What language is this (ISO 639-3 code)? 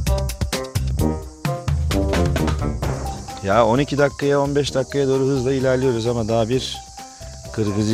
tur